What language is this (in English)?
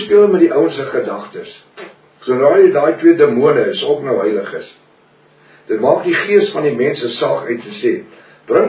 Afrikaans